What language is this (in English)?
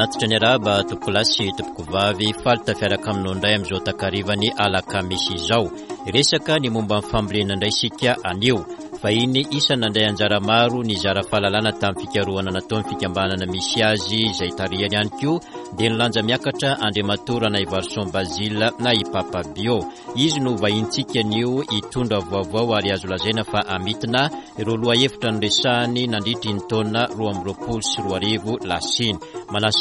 Malagasy